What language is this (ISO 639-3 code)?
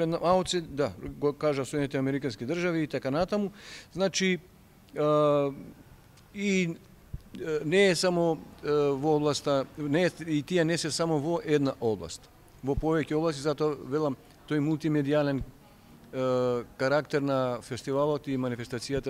mkd